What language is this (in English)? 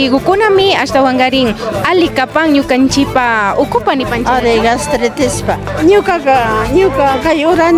Imbabura Highland Quichua